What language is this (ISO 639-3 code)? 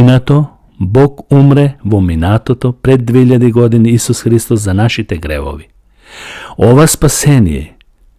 mkd